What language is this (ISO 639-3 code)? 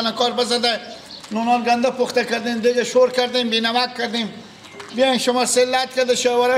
fas